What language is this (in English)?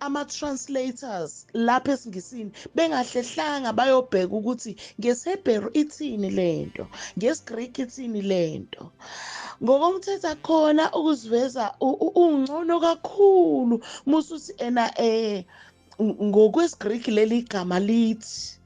Zulu